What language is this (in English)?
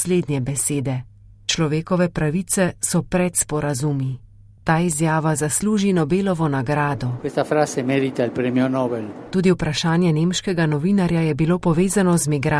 Slovenian